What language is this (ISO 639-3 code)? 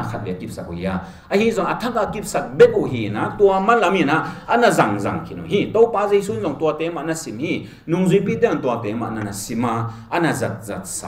ctd